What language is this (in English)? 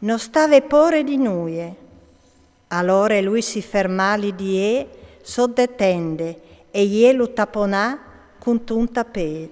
Friulian